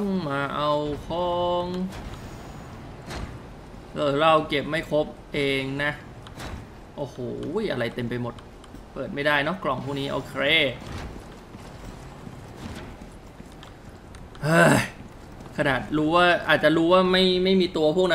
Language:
Thai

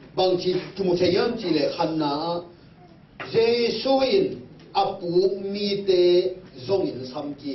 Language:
Tedim Chin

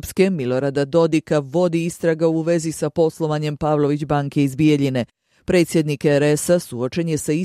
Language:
Bosnian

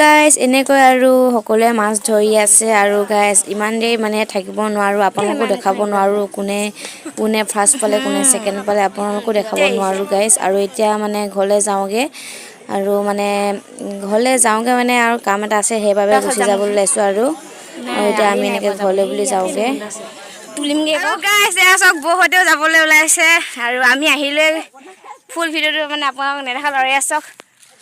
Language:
Assamese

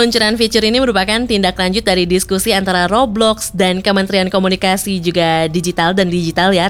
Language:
Indonesian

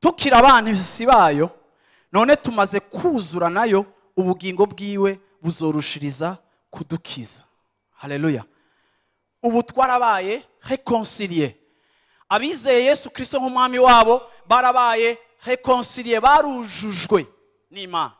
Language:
Rundi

